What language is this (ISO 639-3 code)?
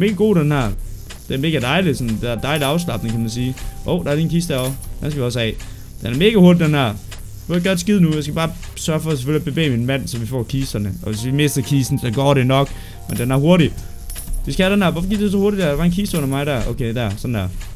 dan